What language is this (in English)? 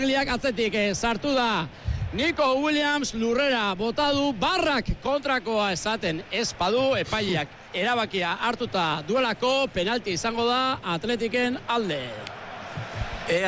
Basque